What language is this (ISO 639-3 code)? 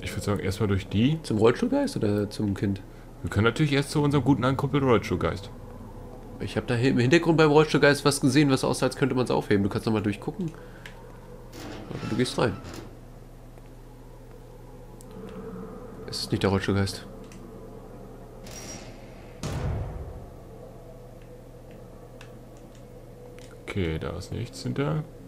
deu